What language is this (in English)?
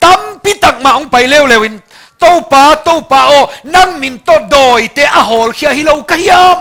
Tedim Chin